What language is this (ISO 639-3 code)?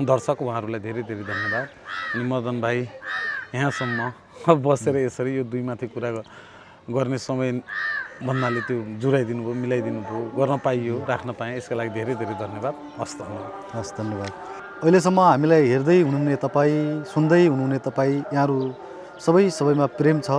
nep